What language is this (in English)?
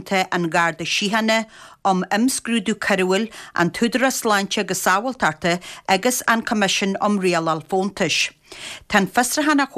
Irish